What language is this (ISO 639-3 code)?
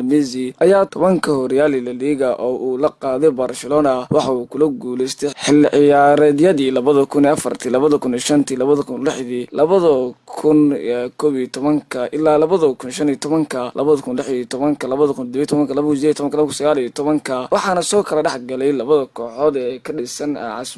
som